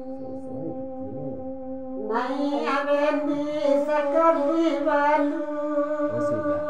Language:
Minangkabau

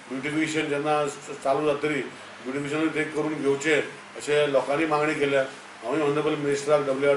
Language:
Konkani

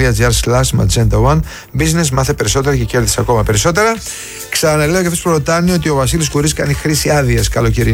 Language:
Greek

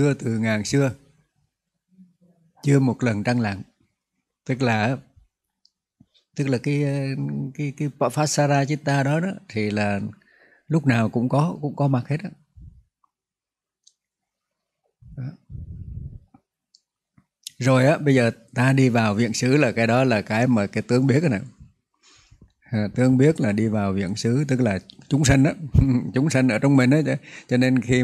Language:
Vietnamese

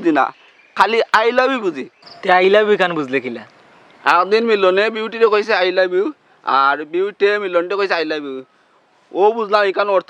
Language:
Sylheti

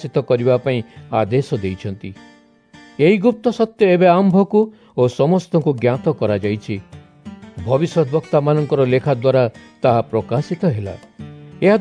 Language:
Odia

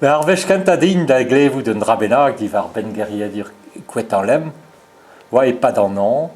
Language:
Breton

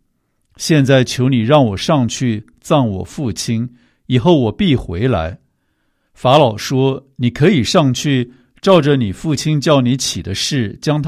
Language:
Chinese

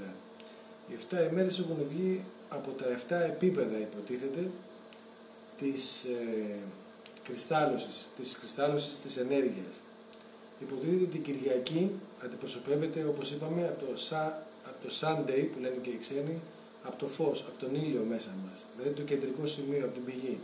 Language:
Greek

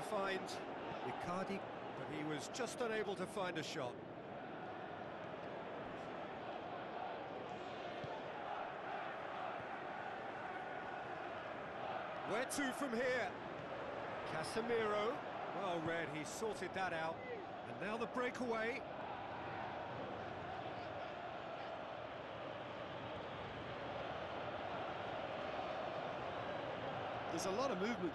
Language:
English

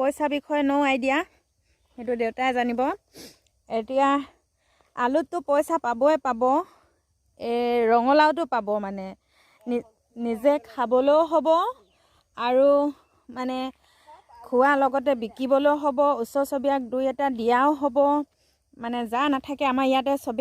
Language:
Assamese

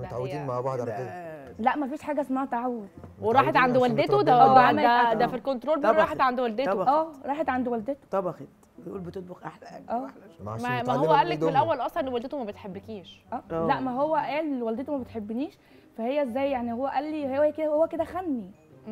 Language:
Egyptian Arabic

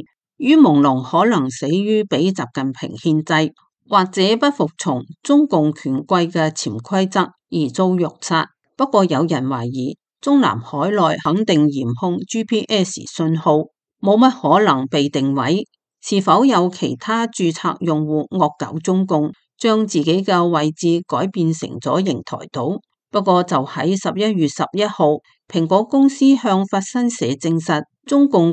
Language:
Cantonese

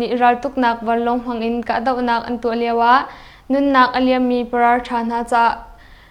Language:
Hakha Chin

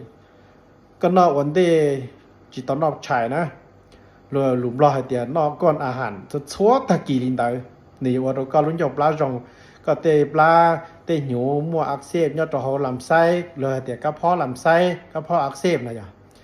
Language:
Hmong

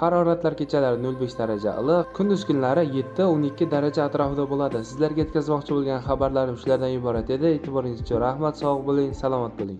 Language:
Uzbek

